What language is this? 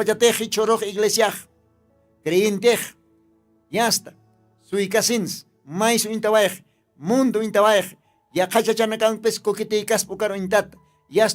Aymara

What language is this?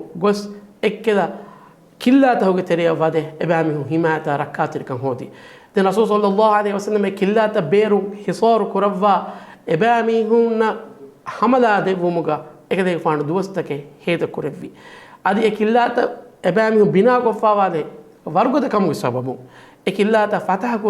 Divehi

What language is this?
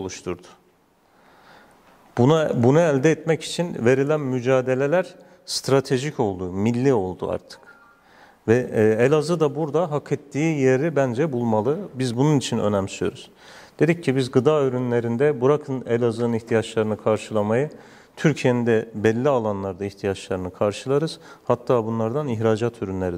Turkish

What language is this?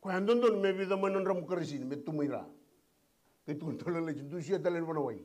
Fijian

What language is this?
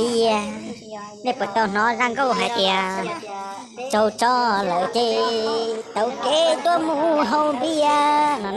Hmong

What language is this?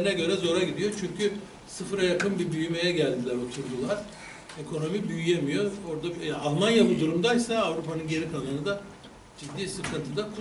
Turkish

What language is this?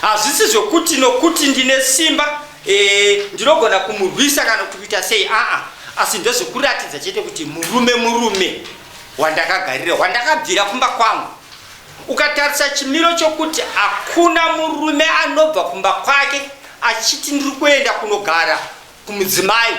Shona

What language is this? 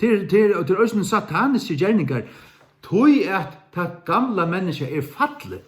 Faroese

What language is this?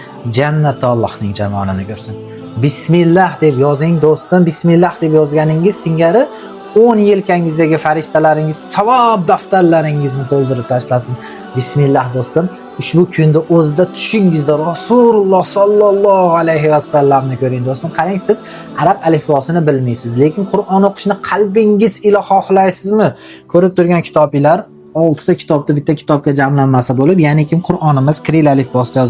Uzbek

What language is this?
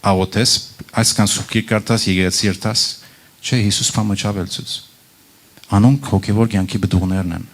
Western Armenian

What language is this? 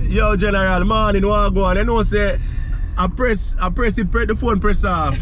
Jamaican Creole English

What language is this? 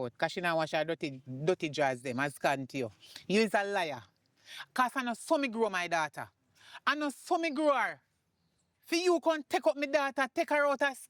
Jamaican Creole English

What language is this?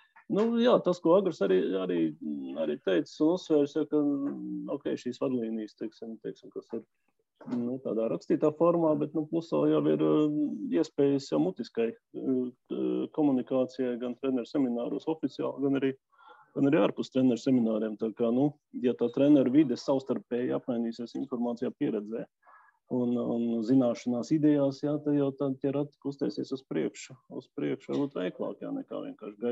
Latvian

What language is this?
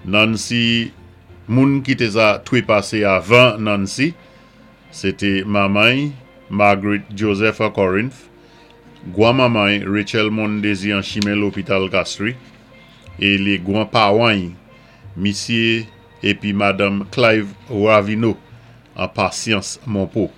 Saint Lucian Creole French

